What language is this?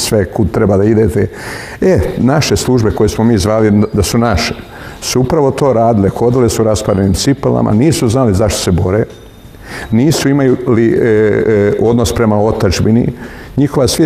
Serbian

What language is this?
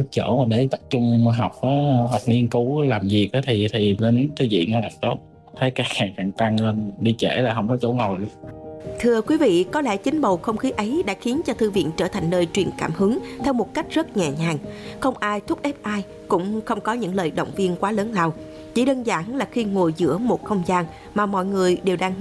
Vietnamese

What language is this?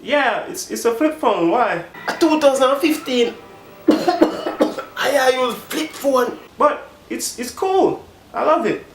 Jamaican Creole English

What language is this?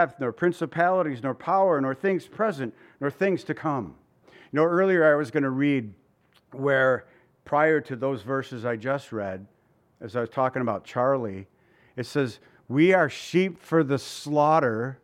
English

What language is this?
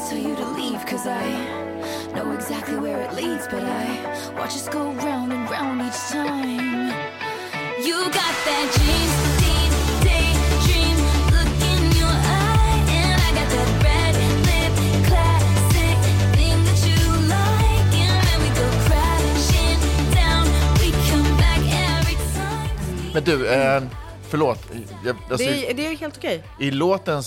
Swedish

